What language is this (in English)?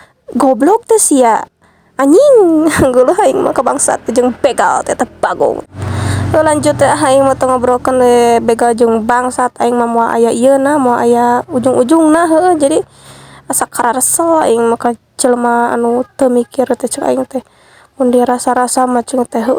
Sundanese